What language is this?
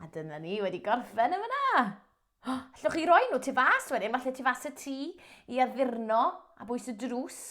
Welsh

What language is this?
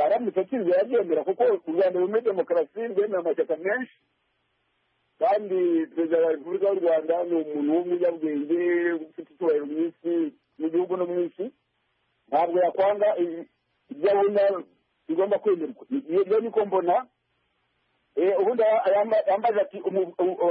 Kinyarwanda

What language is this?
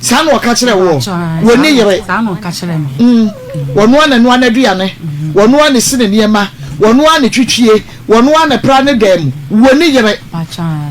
Akan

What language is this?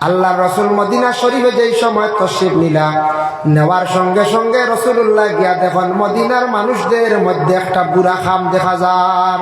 Sylheti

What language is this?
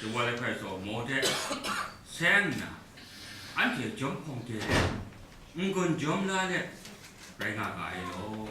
Kachin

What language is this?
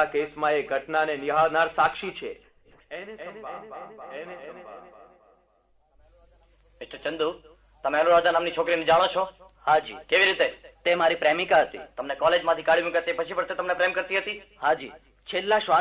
Gujarati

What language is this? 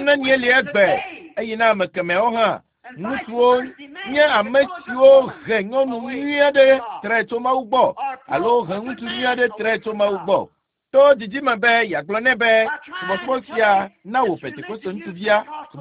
Ewe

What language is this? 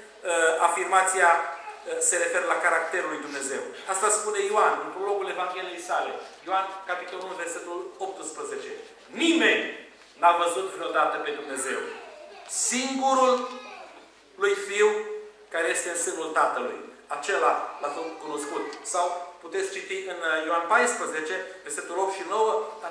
Romanian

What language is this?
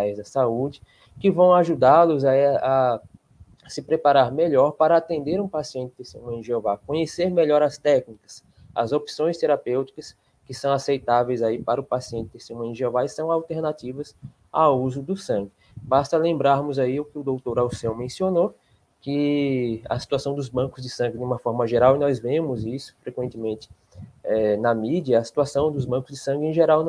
Portuguese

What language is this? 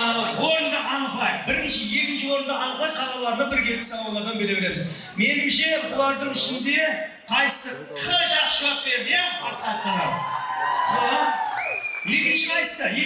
Kara-Kalpak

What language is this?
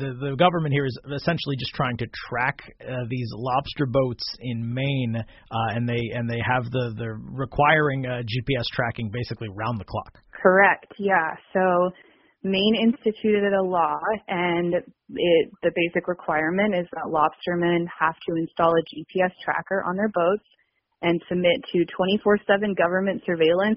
English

